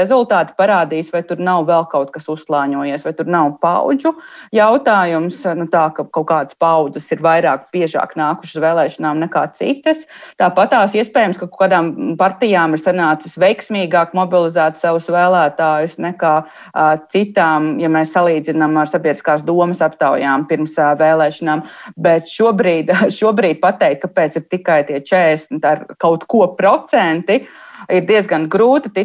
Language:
Latvian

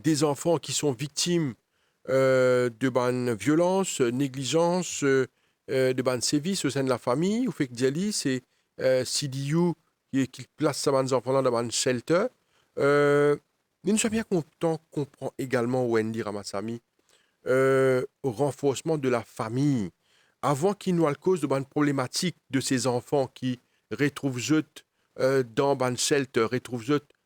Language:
Morisyen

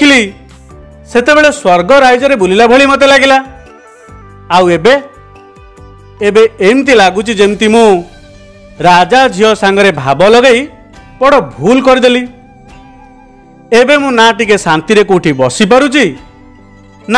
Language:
Odia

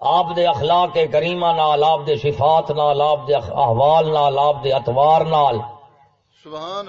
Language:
Saraiki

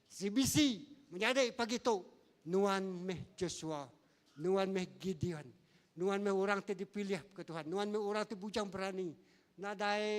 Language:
Iban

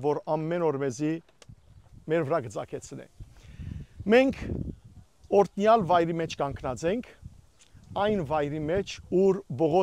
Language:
Western Armenian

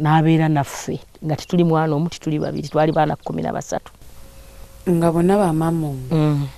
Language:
Ganda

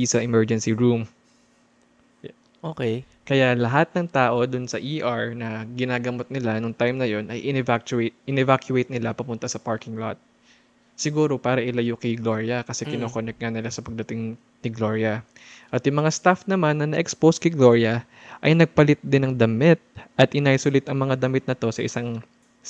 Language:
Filipino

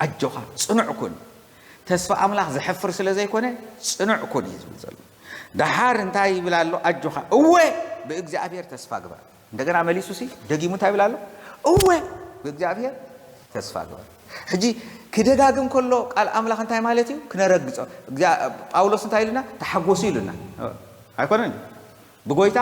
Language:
Tigrinya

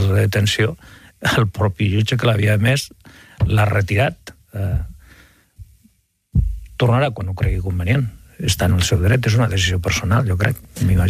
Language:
Catalan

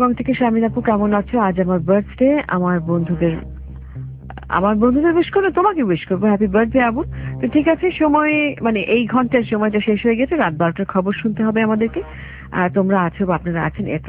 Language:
Bangla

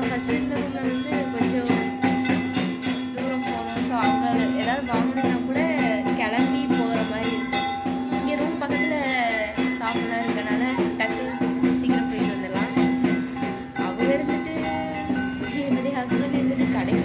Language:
Tamil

